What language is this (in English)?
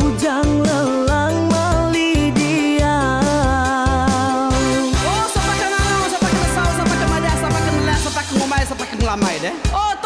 Iban